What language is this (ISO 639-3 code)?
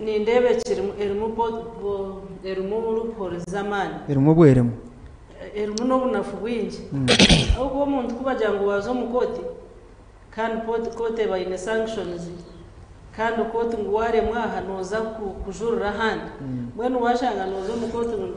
nyn